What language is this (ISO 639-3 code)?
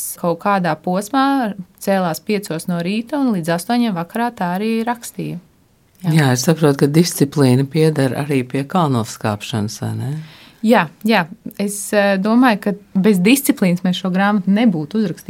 lav